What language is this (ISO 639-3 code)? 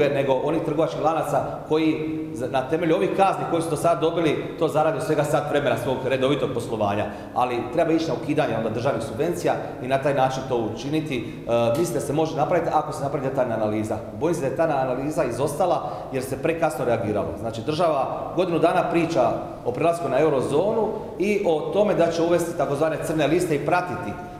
hrv